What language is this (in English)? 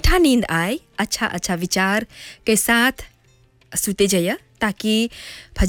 Bhojpuri